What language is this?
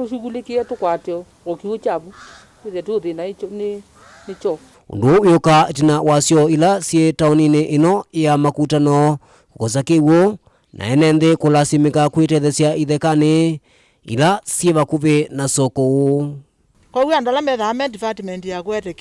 Kamba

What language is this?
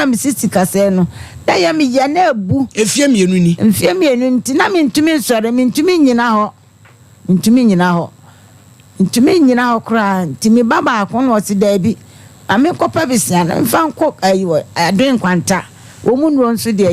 Akan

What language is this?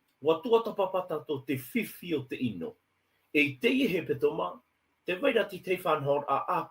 Tahitian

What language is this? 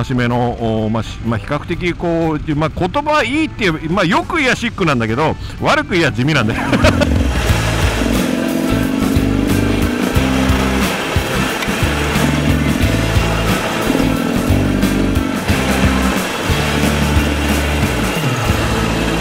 Japanese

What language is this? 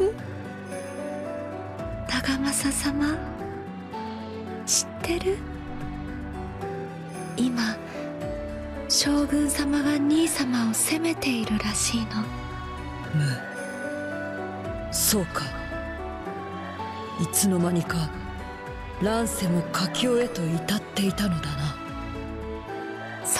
Japanese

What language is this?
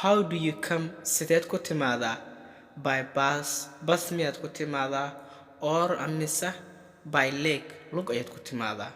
Somali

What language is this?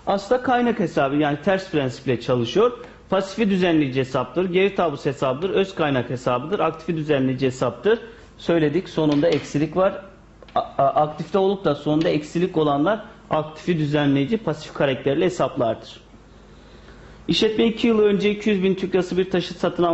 Turkish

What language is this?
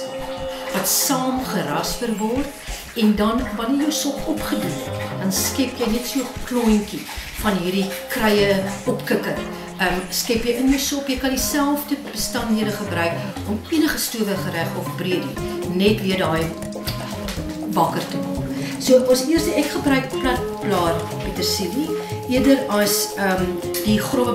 Afrikaans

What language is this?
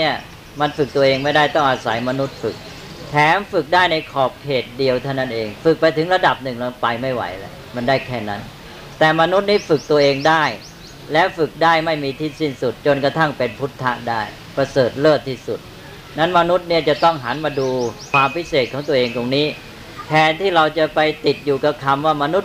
Thai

